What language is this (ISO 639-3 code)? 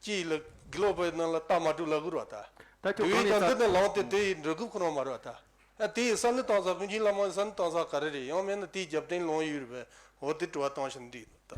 bod